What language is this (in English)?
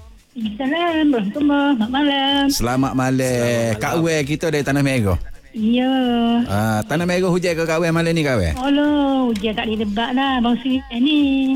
Malay